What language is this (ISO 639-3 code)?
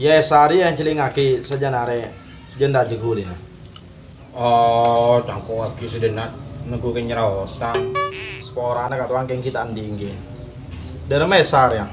mad